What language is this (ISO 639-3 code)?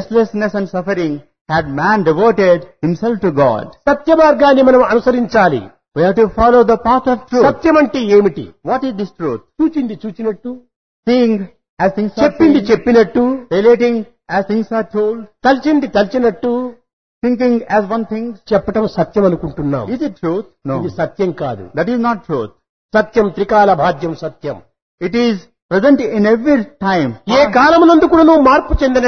tel